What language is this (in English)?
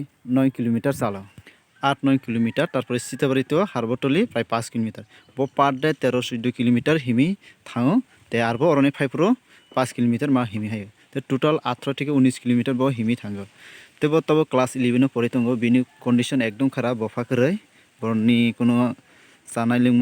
Kok Borok